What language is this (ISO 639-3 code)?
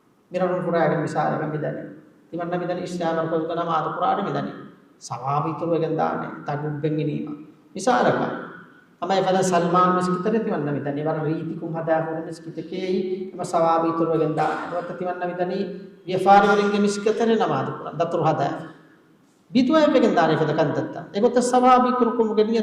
div